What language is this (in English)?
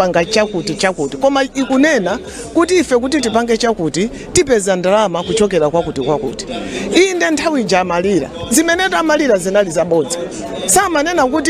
Nyanja